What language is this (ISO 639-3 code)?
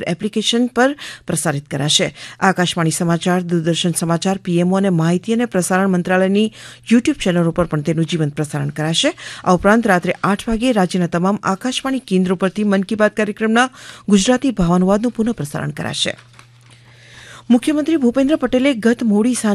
guj